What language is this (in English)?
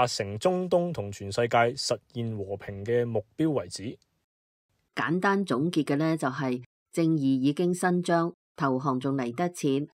Cantonese